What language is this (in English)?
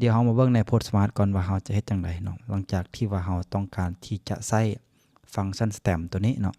Lao